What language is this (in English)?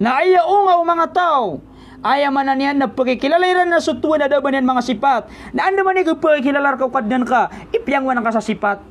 Maranao